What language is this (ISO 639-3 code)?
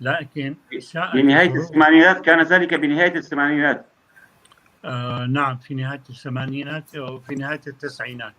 apc